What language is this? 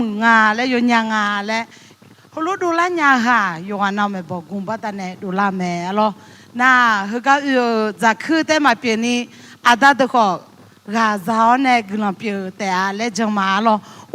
Akha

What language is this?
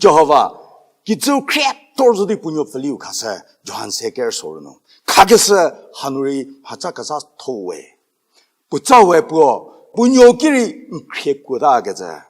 Angami Naga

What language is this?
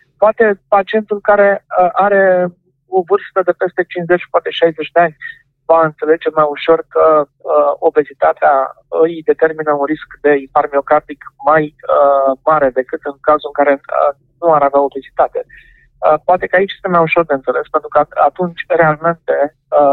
Romanian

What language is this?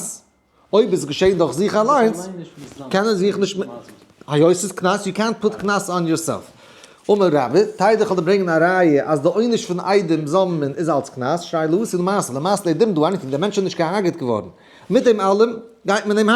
Yiddish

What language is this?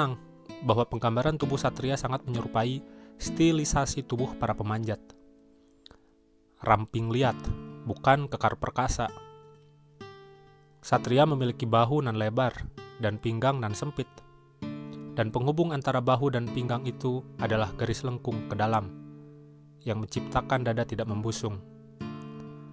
Indonesian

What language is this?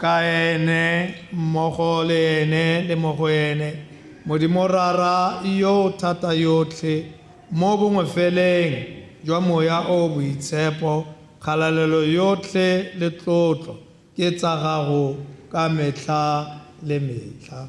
Tswana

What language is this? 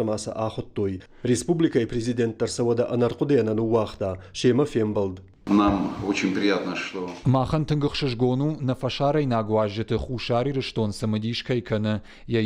Ossetic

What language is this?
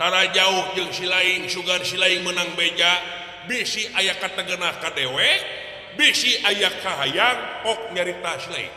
Sundanese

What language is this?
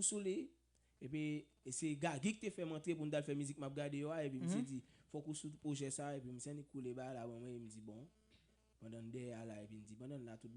Haitian Creole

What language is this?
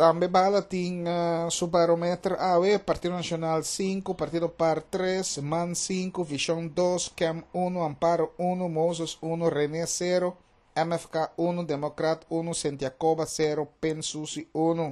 Papiamento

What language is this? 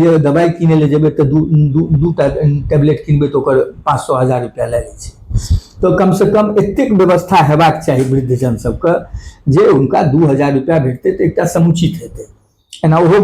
Maithili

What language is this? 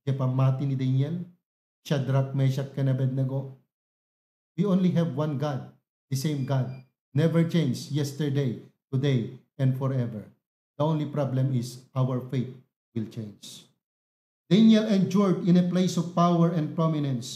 Iloko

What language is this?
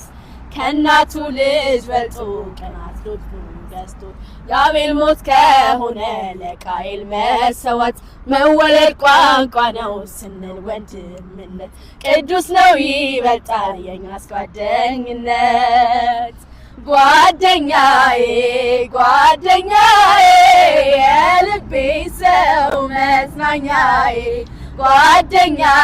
Amharic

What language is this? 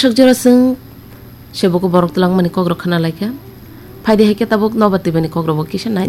Kok Borok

